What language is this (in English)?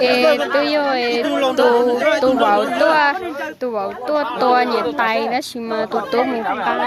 Hmong